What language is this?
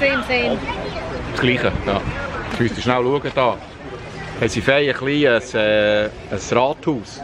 Swiss German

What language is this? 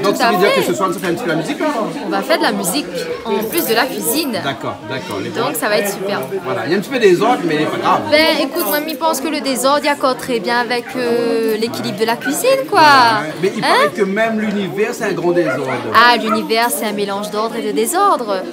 Réunion Creole French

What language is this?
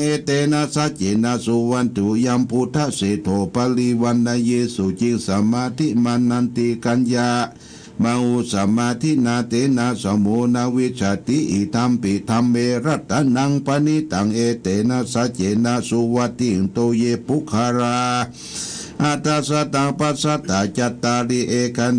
Pali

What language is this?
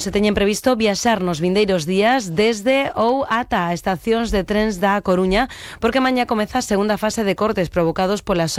Galician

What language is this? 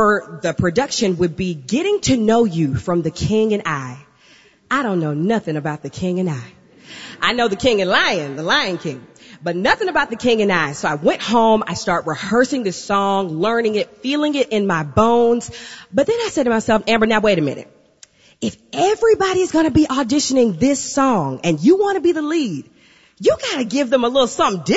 English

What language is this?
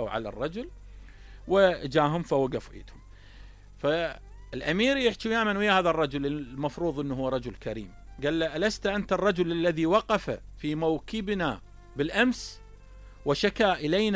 Mesopotamian Arabic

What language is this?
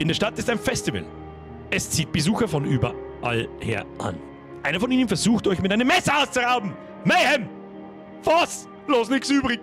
Bavarian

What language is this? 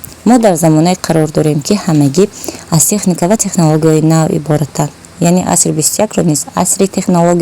Tajik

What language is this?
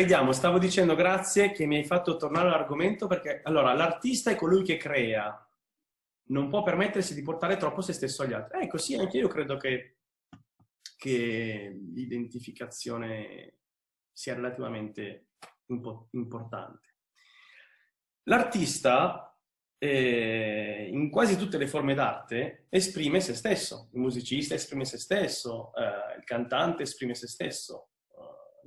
Italian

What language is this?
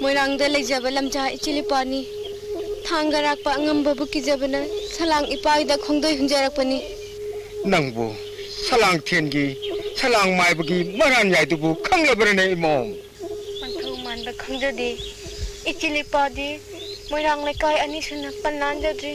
Manipuri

